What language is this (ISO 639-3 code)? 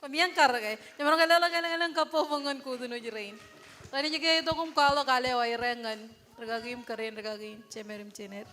mah